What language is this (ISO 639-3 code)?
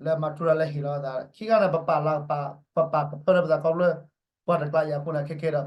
ksw